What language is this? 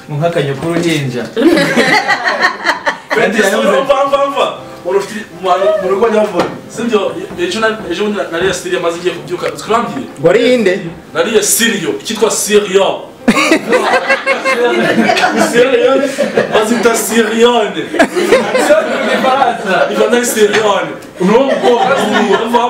Kinyarwanda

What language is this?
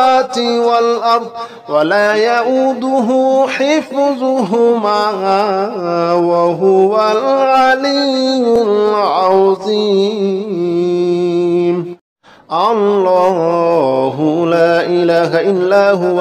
Arabic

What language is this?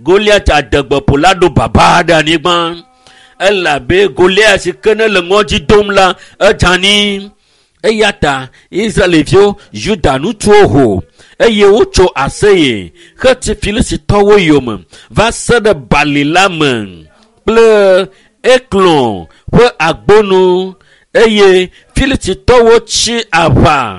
Ewe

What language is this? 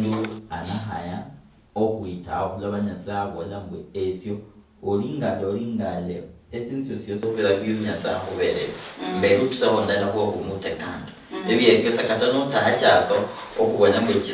Luyia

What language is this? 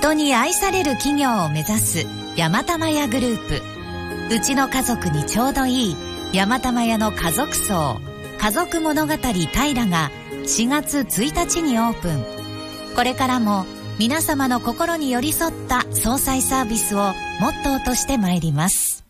Japanese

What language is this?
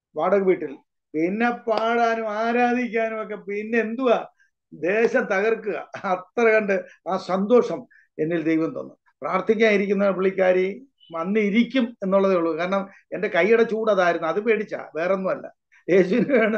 Malayalam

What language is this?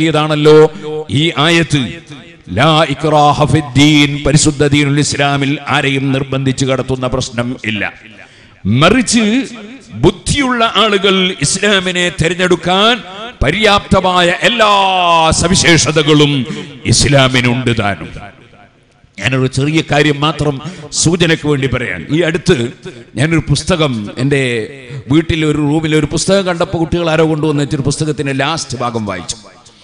Malayalam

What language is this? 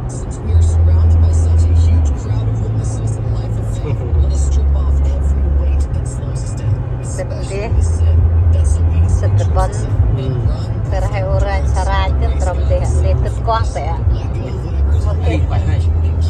Central Mnong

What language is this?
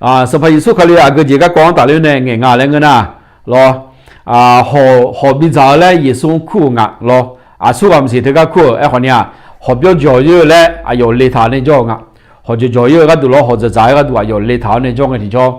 Akha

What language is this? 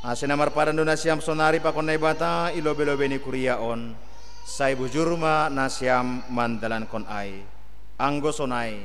Batak Simalungun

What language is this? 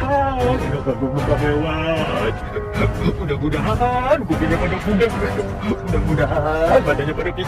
Betawi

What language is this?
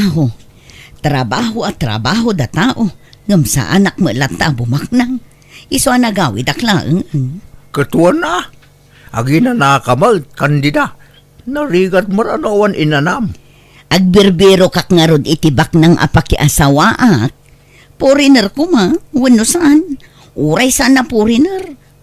Iloko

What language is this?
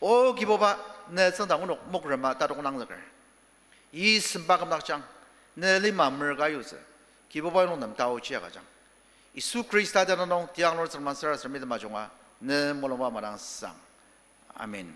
Ao Naga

